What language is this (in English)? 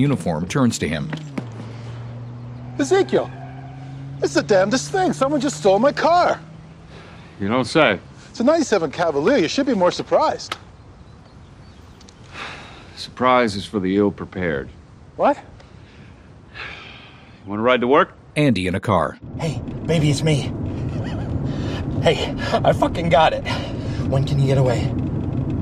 English